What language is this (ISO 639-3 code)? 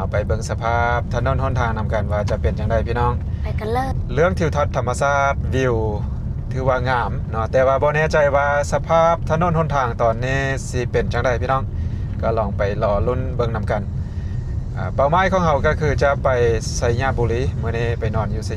lao